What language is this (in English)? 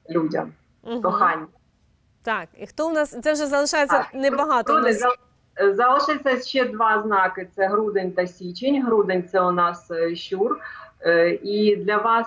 Ukrainian